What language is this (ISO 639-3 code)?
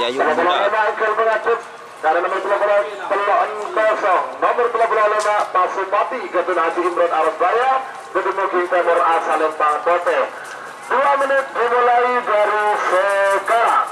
mad